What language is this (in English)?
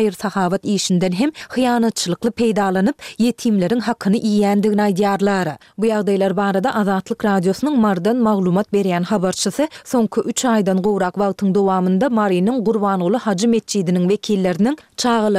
Turkmen